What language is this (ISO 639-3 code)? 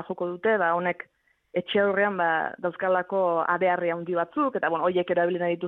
eus